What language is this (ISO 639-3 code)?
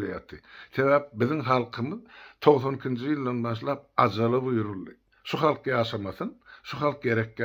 tuk